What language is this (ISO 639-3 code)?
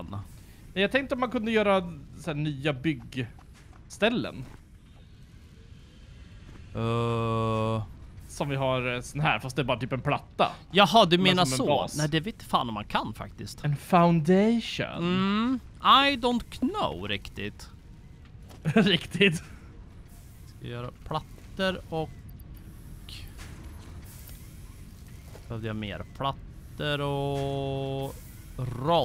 swe